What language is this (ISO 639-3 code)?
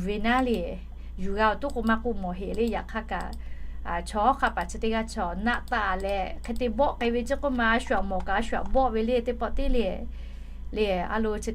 lhu